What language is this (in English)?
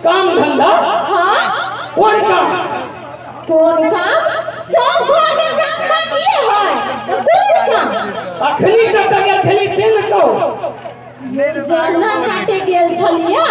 Maithili